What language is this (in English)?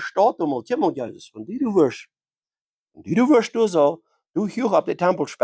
Plautdietsch